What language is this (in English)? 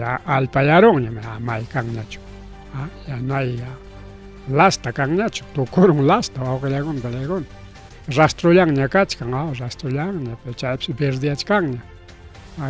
Ayacucho Quechua